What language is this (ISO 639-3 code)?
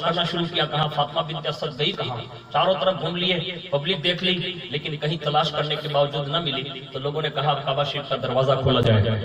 urd